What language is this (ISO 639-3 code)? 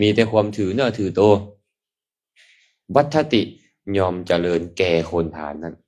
lao